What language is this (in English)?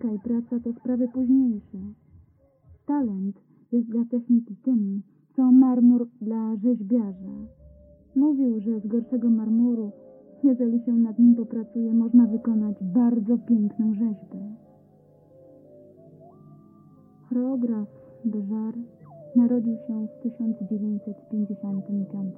Polish